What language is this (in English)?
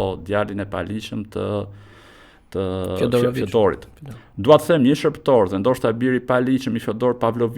Albanian